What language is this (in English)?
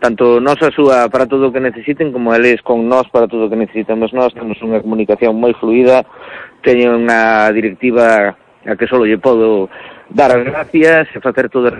Galician